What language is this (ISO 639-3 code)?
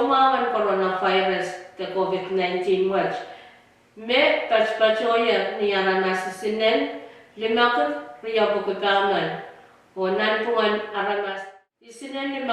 pon